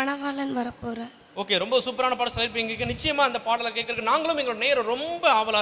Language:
Tamil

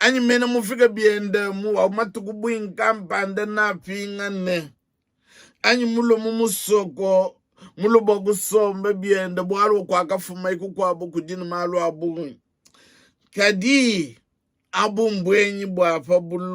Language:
Luba-Lulua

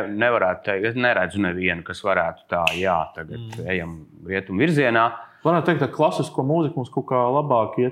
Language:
Latvian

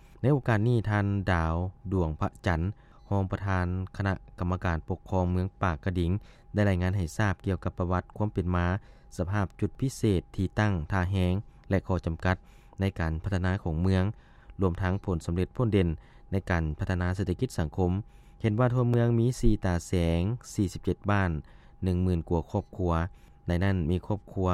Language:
Lao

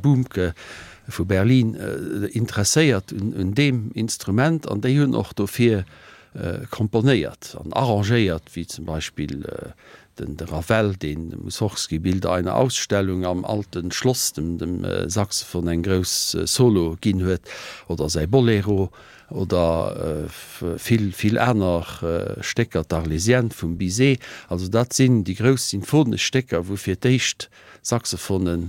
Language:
Luxembourgish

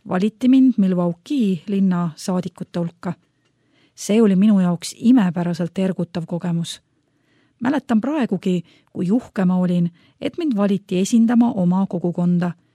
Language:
Estonian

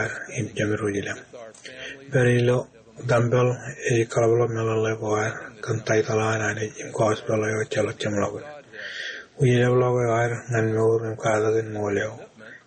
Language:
Marshallese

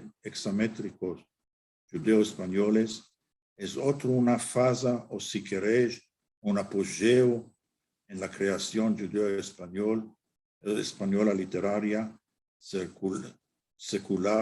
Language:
Ladino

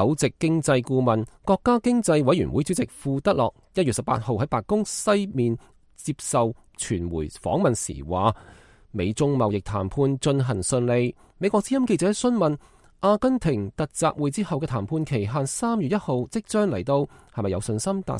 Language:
Cantonese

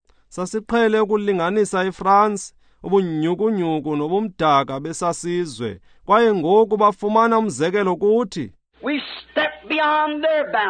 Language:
Xhosa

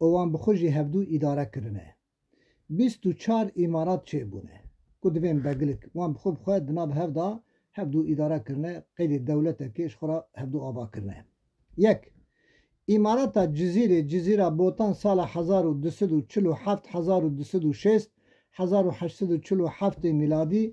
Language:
Kurdish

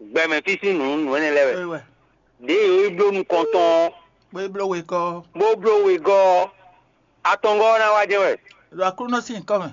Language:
Fon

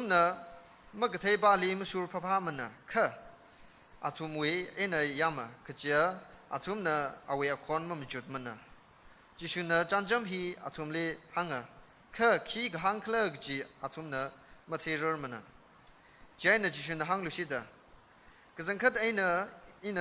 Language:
Tangkhul Naga (India)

